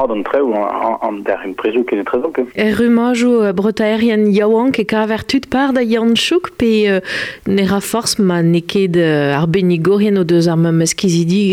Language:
Breton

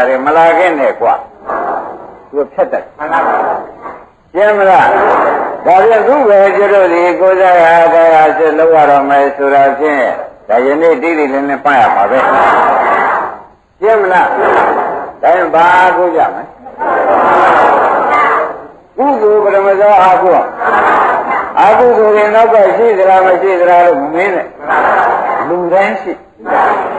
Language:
Burmese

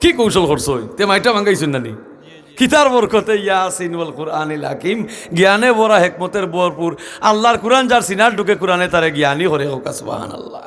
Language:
Sylheti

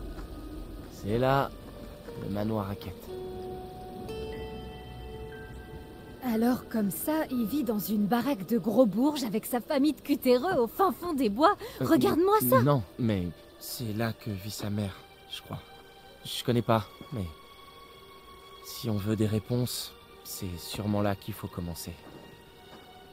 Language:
French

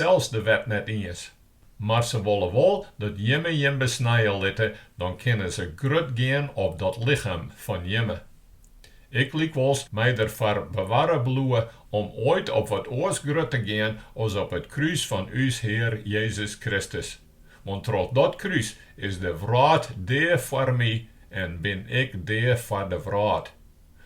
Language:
Western Frisian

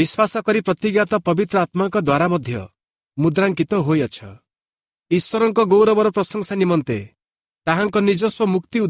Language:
Odia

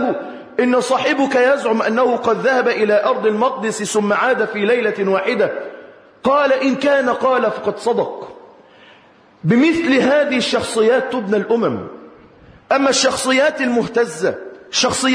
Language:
Arabic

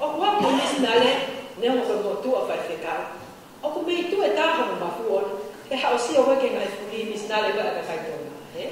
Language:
Tongan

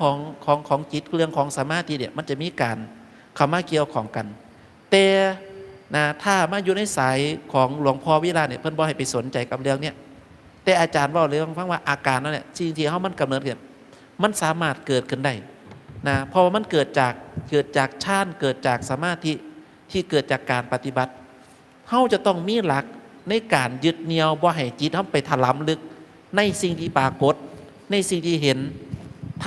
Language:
Northeastern Thai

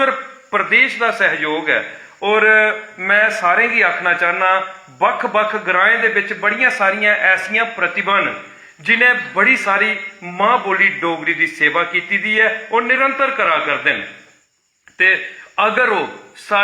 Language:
Dogri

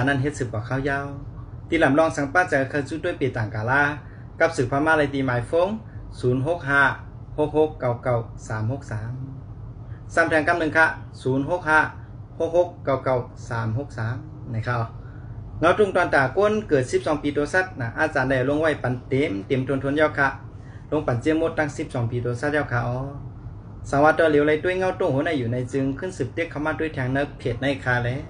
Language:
Shan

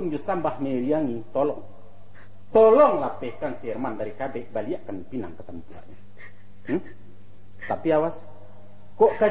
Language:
Minangkabau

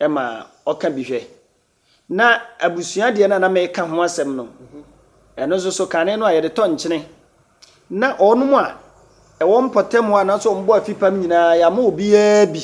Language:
Akan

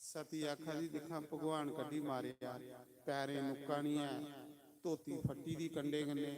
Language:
Dogri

